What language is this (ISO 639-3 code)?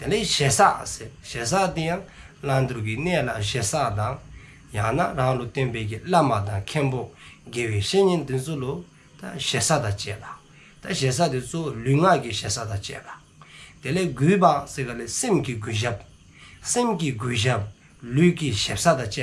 dzo